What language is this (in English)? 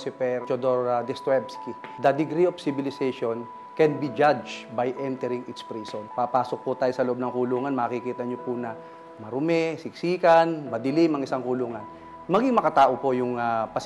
Filipino